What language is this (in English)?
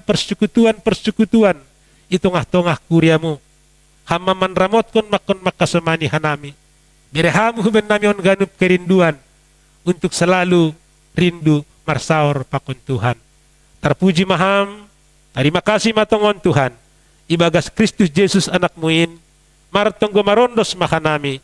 Batak Simalungun